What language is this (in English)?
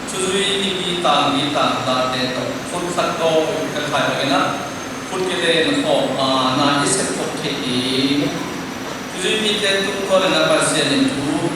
Tedim Chin